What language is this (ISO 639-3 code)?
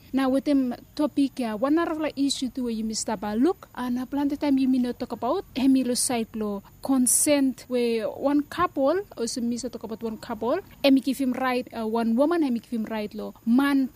bis